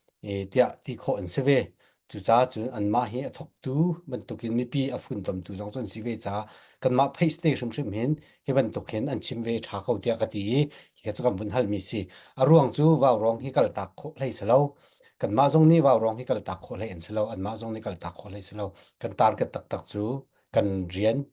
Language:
Hakha Chin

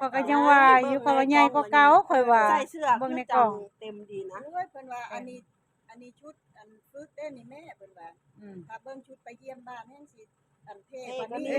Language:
Northeastern Thai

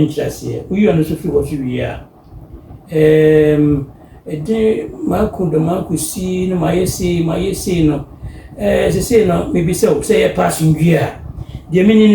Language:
Akan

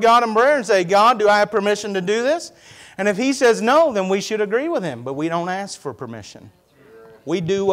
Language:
English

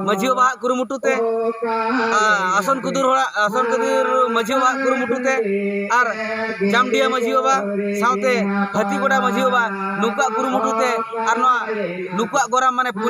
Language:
Santali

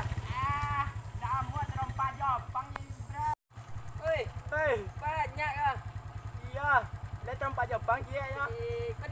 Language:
Minangkabau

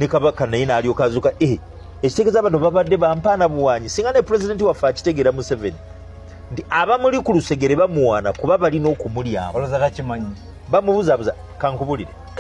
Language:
Ganda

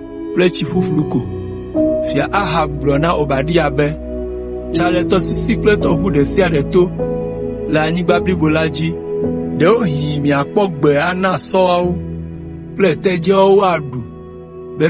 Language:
Ewe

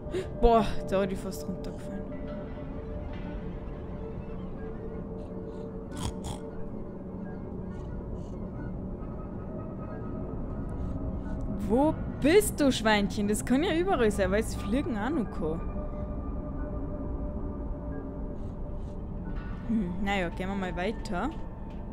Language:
German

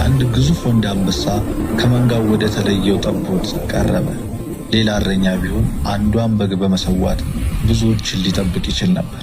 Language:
Amharic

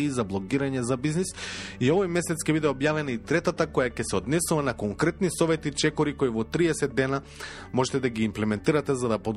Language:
Macedonian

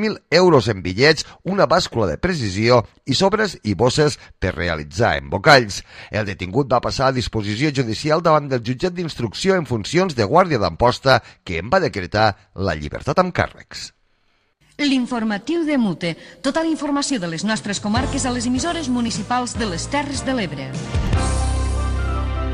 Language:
Catalan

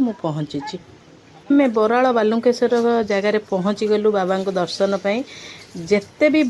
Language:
Odia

